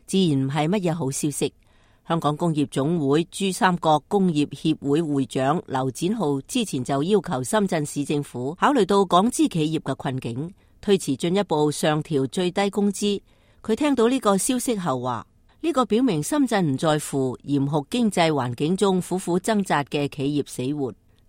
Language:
Cantonese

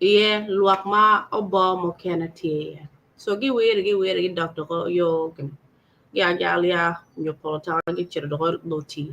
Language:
Acoli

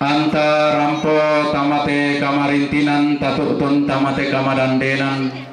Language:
Toraja-Sa'dan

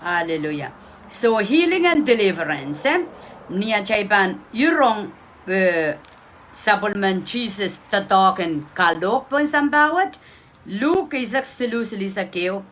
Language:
Pohnpeian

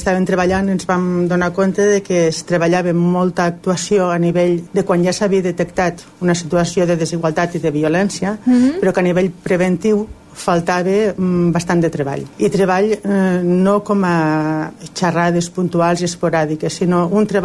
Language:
Catalan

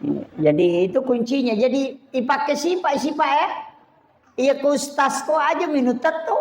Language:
Buginese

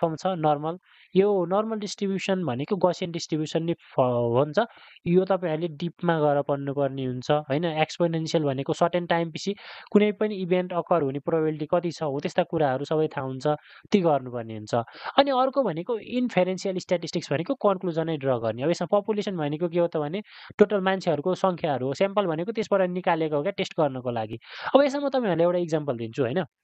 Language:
Nepali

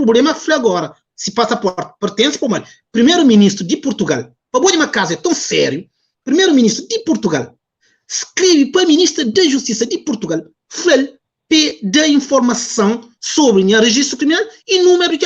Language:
Kabuverdianu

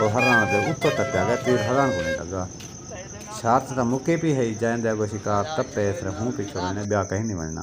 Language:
Saraiki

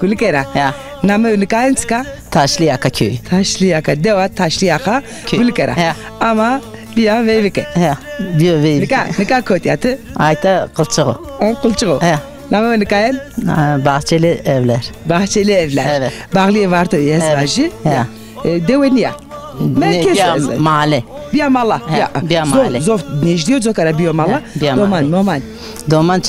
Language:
Zaza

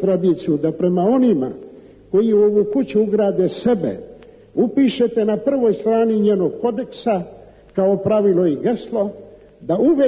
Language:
Serbian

